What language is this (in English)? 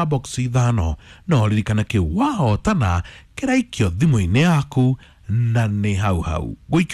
Kikuyu